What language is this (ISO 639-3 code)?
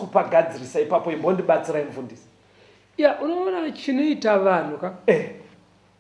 sna